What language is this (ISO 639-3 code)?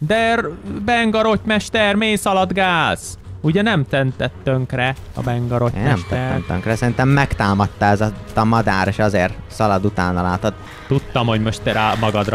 hun